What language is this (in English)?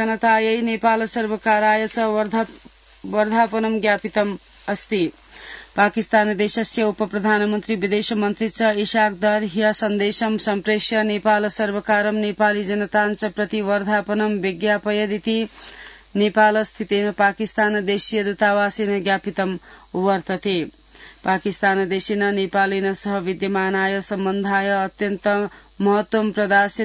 Sanskrit